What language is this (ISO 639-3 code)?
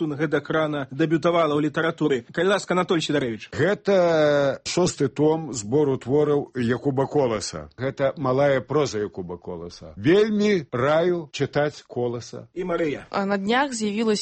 bel